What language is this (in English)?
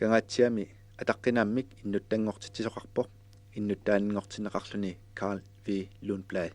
Kalaallisut